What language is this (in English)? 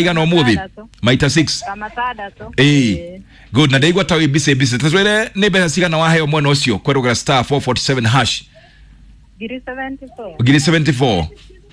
Kikuyu